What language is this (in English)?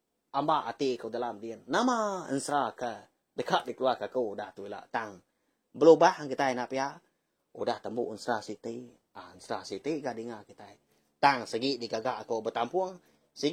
Iban